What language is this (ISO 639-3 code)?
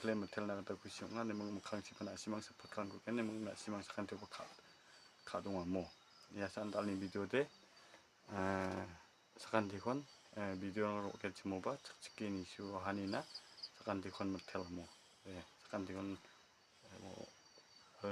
grt